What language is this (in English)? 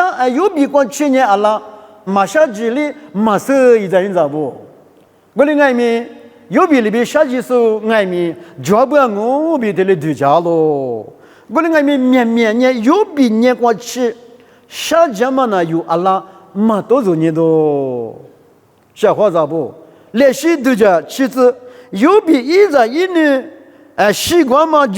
Lisu